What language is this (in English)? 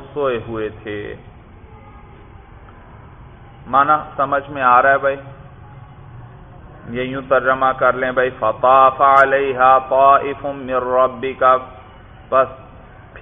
Urdu